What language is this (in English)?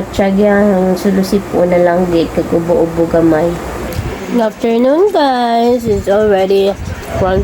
Hiligaynon